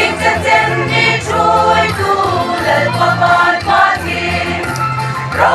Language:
Hmar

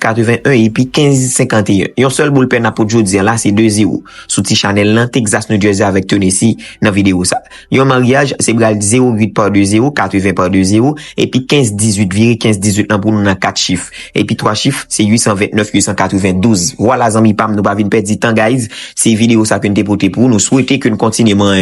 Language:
Haitian Creole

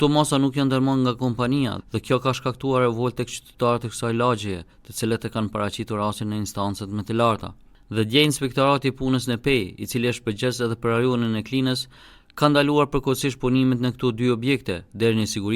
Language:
Albanian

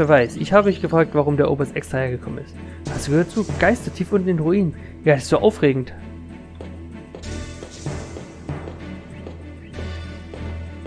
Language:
German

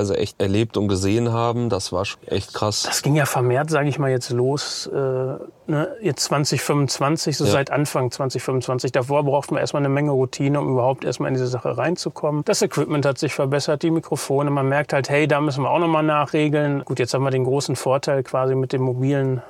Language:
German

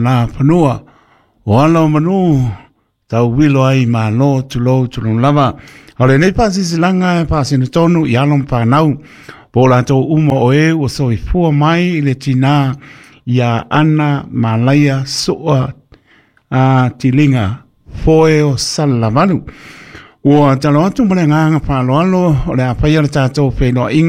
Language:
Samoan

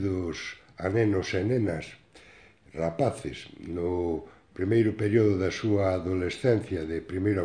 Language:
Galician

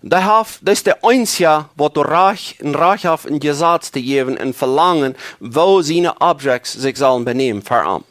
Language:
Plautdietsch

